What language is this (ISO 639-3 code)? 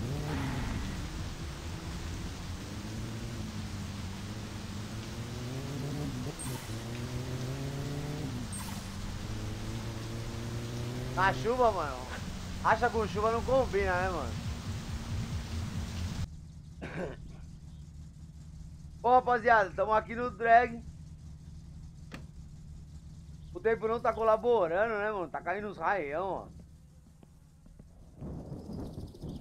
por